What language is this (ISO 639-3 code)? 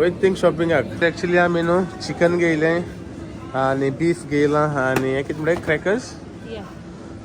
kok